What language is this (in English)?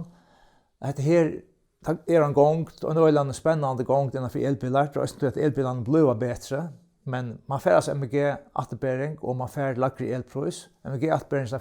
Faroese